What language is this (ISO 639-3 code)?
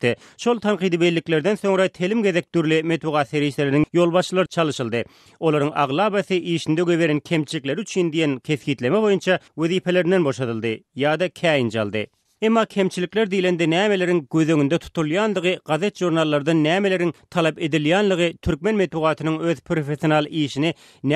tuk